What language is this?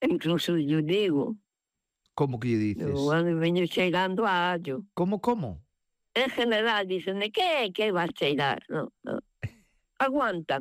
Galician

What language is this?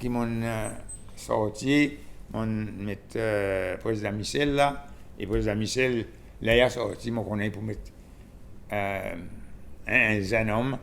Seselwa Creole French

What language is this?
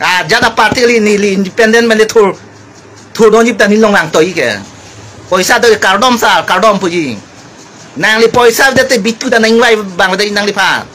Karbi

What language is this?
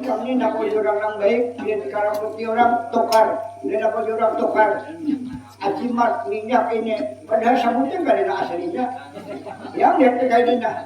Banjar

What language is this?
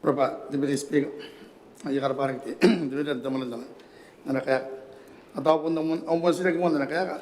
Gilbertese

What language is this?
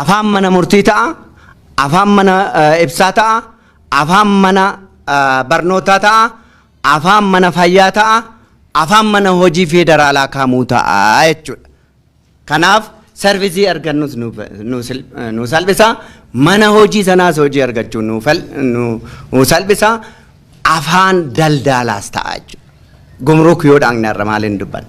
Oromo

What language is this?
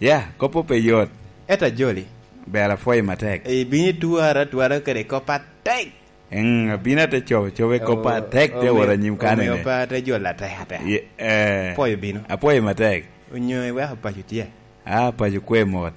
Lango (Uganda)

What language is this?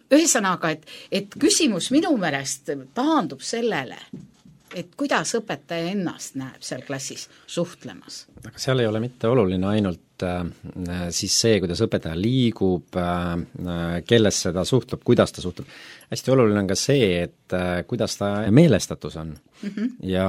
Estonian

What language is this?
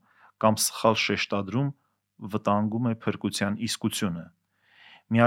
Armenian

